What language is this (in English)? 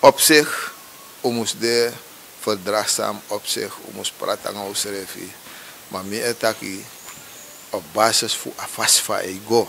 Sranan Tongo